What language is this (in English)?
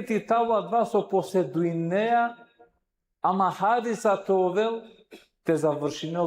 Balkan Romani